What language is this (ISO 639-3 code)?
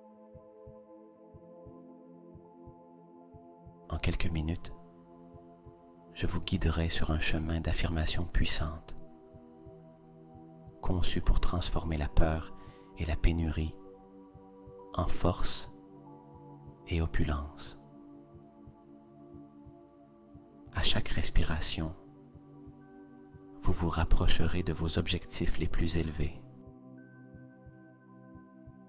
fra